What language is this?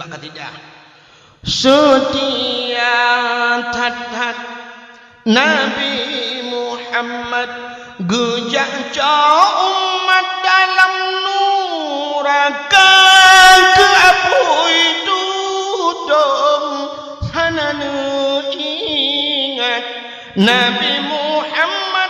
Achinese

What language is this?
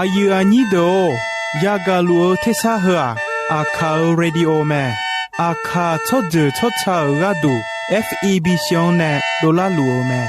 Akha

